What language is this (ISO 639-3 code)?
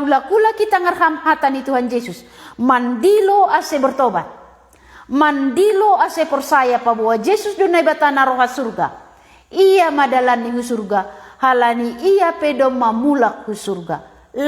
bts